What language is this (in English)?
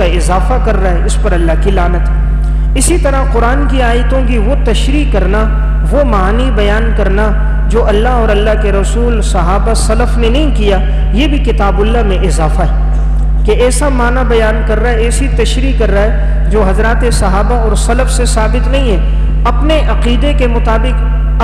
Urdu